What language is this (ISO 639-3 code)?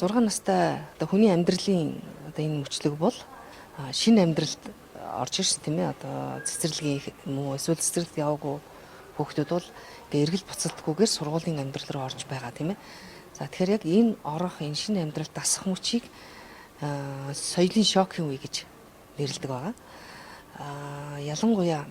mon